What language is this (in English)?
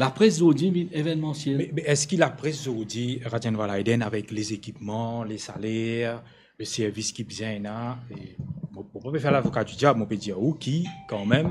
Morisyen